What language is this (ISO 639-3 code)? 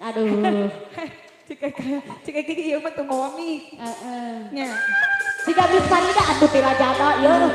sun